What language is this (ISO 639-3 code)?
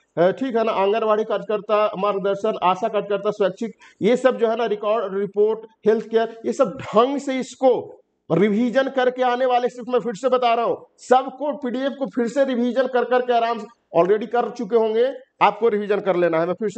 hin